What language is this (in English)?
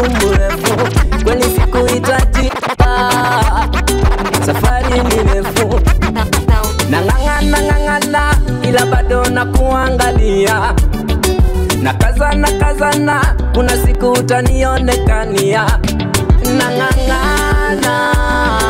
Swahili